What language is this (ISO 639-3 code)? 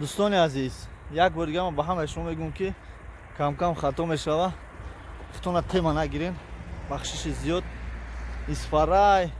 tgk